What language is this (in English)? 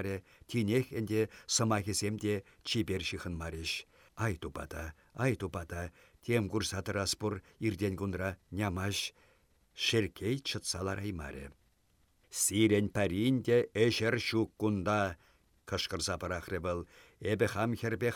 Chuvash